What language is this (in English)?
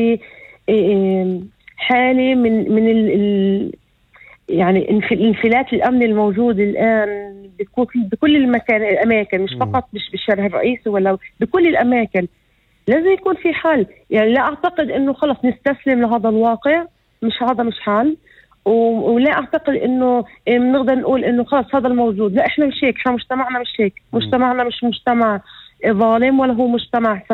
North Levantine Arabic